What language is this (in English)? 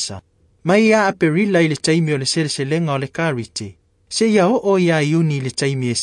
Samoan